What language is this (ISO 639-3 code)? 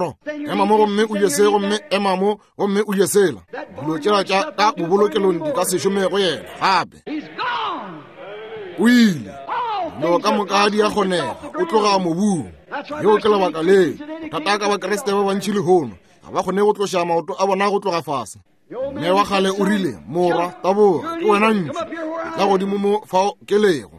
nso